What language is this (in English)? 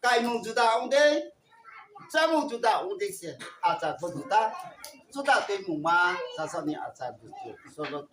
Riang (India)